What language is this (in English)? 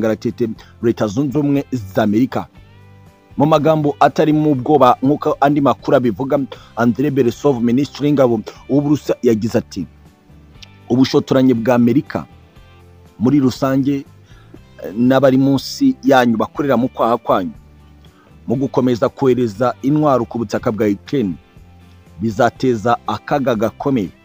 Kinyarwanda